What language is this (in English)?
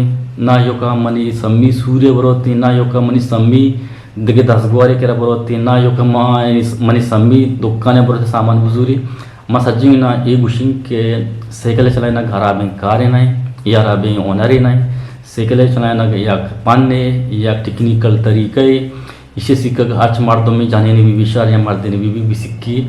Eastern Balochi